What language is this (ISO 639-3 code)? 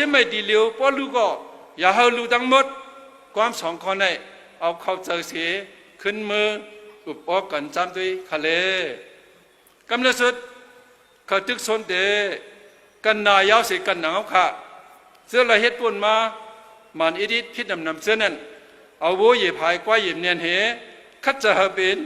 shn